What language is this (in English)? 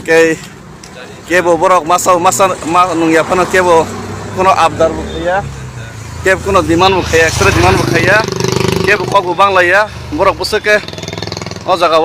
Kok Borok